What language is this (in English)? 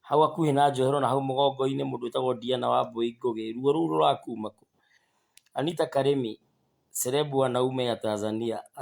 Kikuyu